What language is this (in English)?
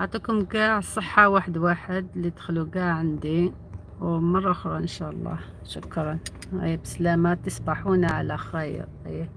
Algerian Arabic